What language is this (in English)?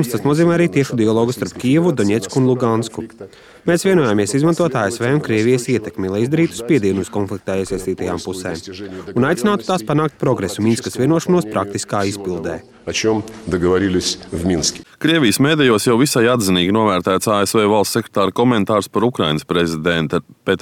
Latvian